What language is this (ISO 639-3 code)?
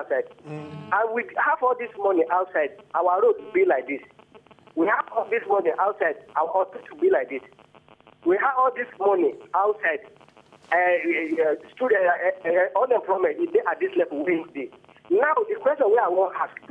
pcm